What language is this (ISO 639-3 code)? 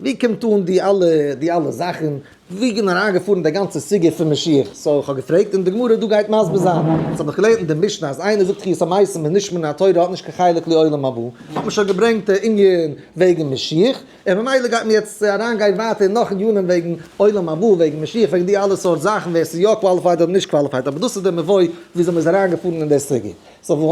yid